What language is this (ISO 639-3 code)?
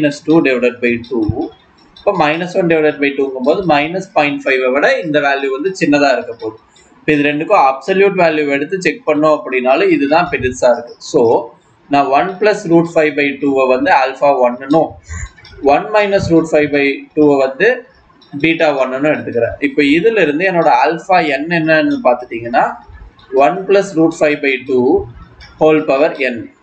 tam